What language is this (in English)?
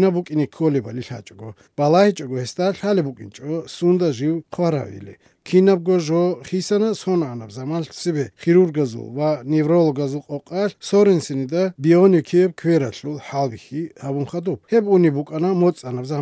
Armenian